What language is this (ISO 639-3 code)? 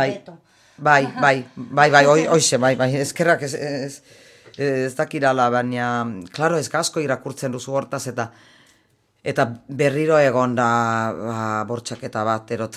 eus